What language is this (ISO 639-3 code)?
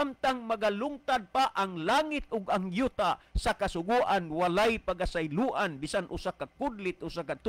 ceb